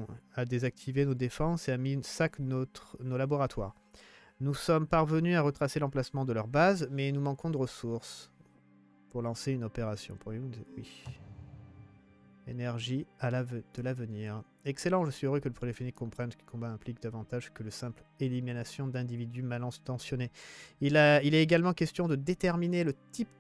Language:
French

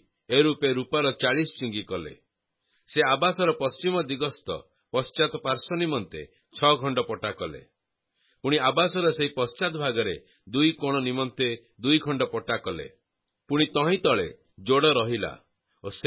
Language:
Odia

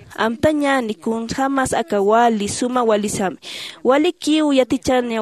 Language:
Aymara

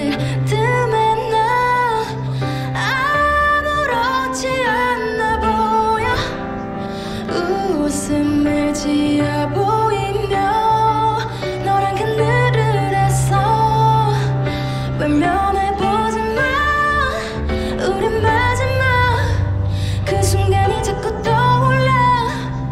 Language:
Korean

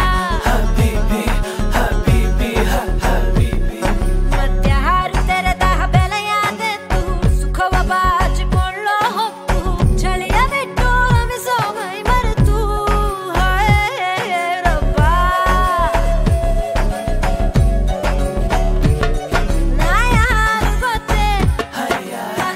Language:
Kannada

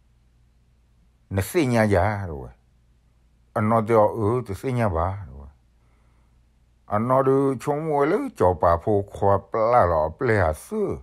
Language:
S'gaw Karen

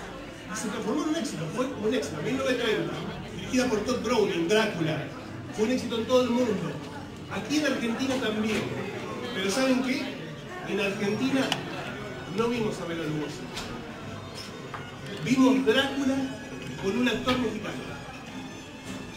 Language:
Spanish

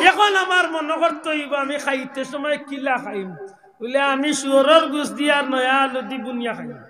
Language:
Sylheti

